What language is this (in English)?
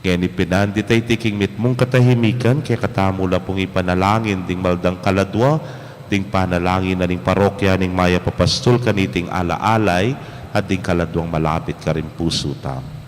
Pampanga